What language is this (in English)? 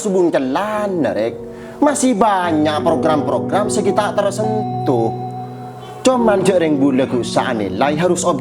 Madurese